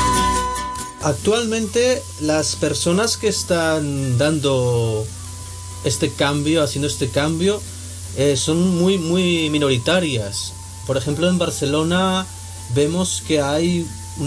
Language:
Spanish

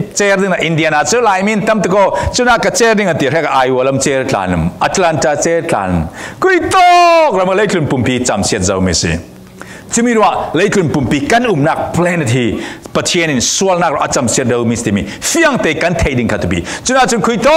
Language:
Falam Chin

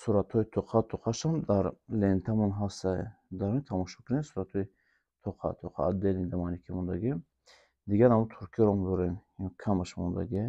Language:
Tajik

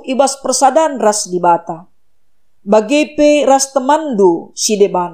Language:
Batak Karo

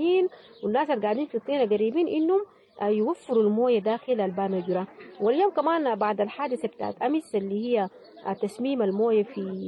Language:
Sudanese Arabic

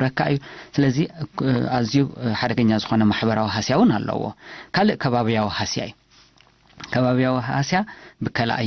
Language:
Tigrinya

